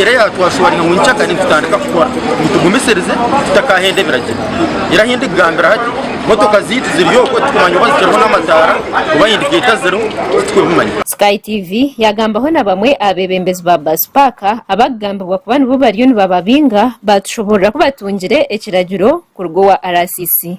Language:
Nyankole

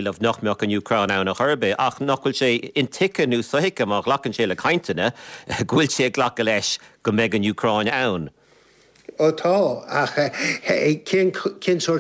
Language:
Irish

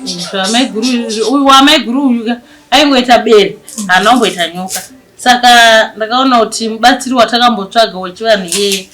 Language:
Shona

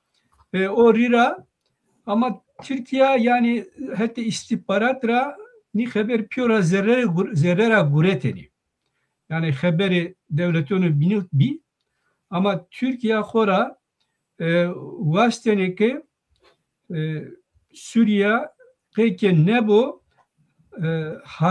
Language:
Zaza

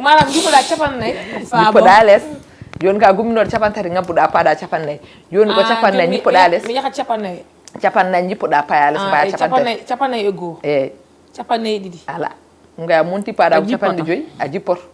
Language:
Fula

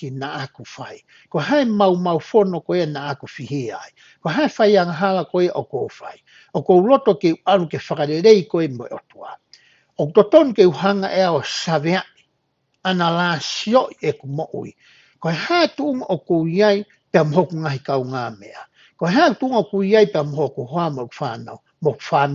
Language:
Tongan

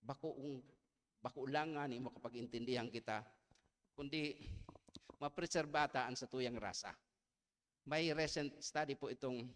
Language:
Bikol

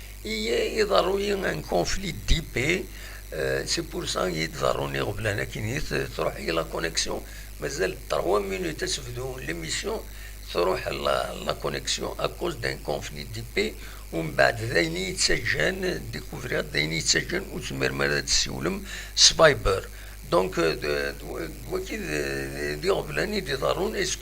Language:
Kabyle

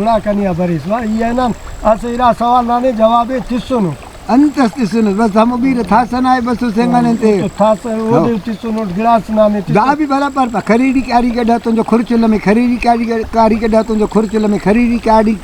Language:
Brahui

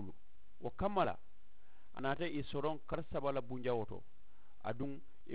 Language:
Mandingo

